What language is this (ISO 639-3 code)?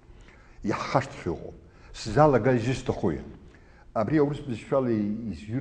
abk